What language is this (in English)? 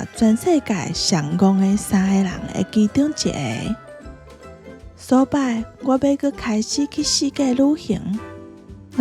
Min Nan Chinese